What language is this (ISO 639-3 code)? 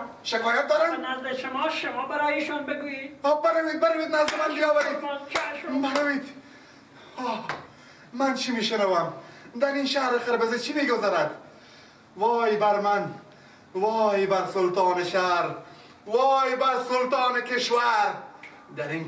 fas